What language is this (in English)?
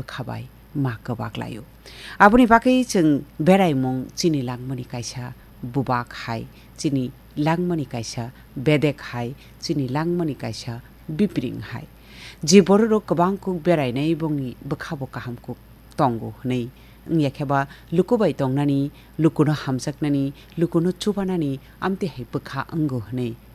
Kok Borok